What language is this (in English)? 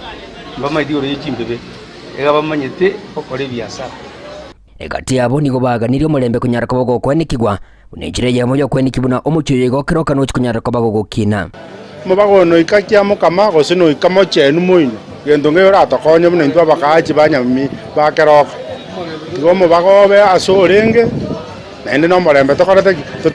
Gusii